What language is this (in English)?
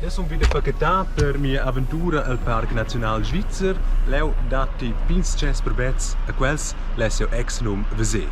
Romansh